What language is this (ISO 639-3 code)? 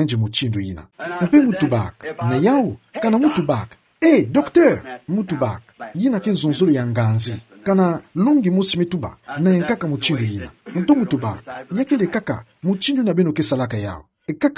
ktu